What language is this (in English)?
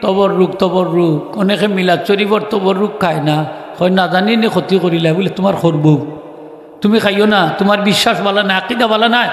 Sylheti